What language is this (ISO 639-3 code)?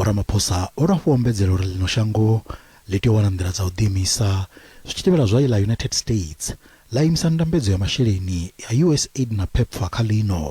ven